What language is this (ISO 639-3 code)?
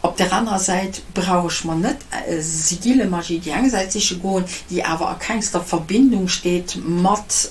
ltz